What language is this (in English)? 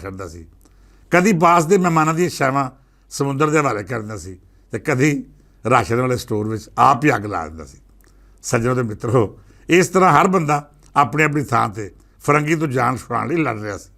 Western Panjabi